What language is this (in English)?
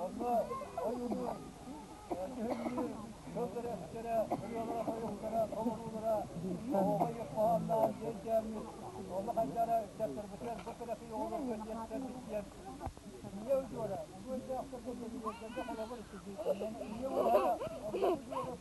Yakut